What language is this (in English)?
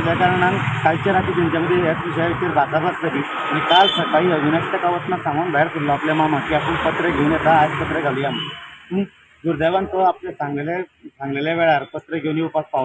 Konkani